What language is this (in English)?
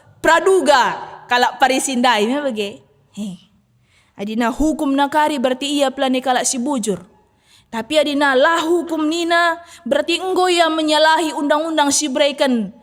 Batak Karo